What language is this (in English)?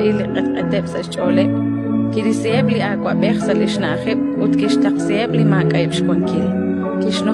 Kekchí